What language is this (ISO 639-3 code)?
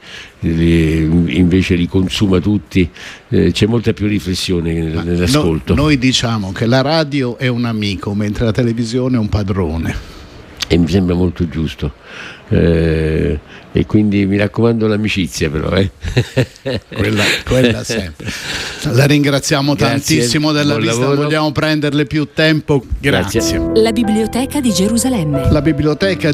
ita